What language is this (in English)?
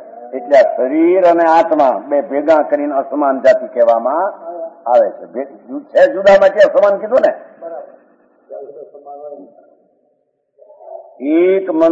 Gujarati